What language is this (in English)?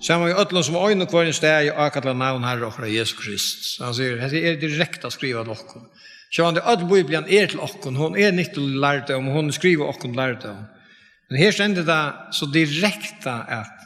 Faroese